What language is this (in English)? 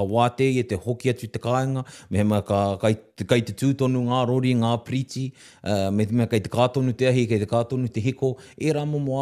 Māori